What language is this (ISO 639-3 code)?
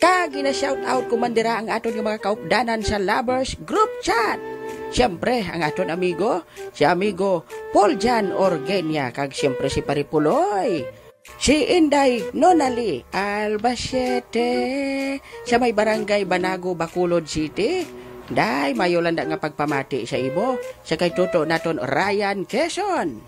hil